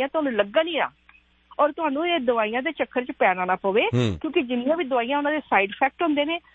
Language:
Punjabi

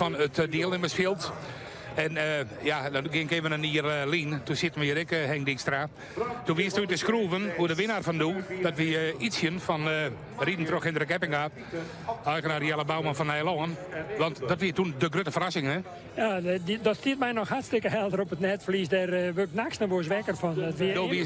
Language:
Western Frisian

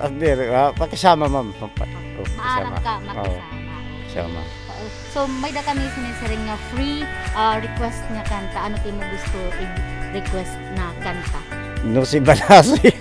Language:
Waray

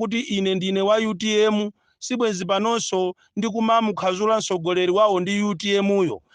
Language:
Nyanja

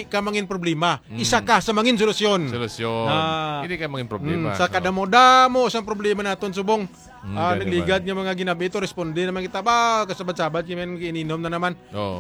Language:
Hiligaynon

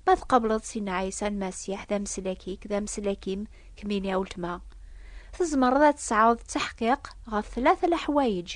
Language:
Kabyle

